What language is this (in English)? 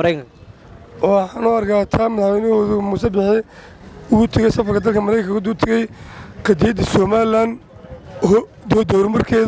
Somali